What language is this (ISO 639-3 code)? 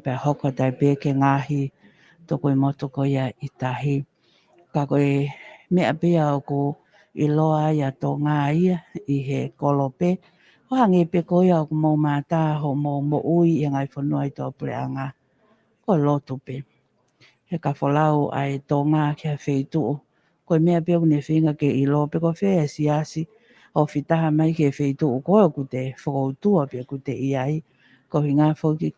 ton